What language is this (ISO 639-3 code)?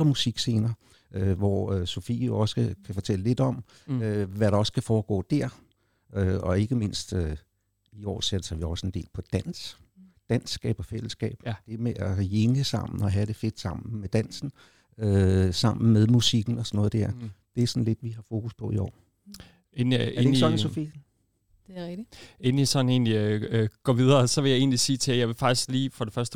dan